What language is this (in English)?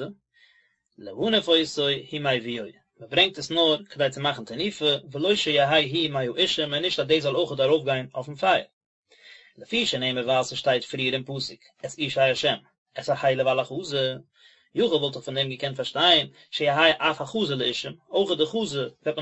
Yiddish